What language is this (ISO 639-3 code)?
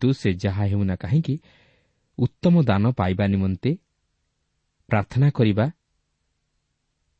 ori